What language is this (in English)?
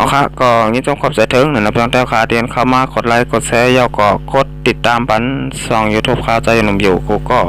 Shan